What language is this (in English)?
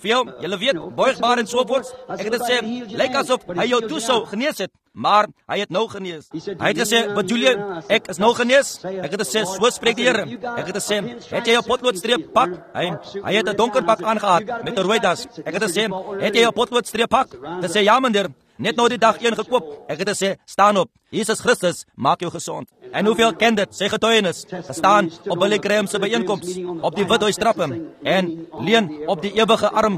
Afrikaans